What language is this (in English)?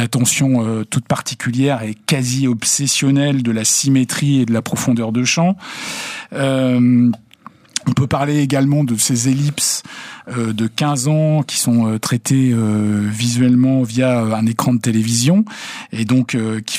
French